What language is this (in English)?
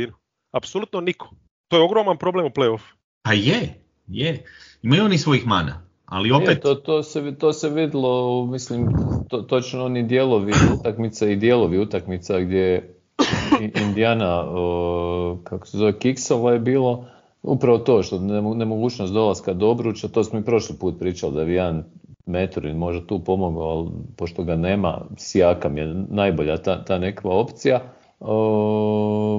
Croatian